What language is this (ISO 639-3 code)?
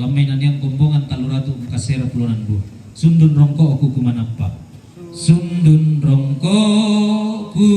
sda